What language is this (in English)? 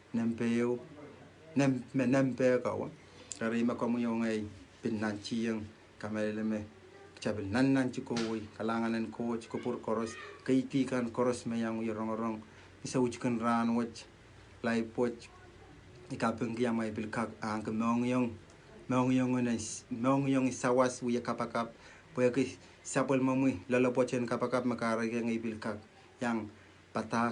Pohnpeian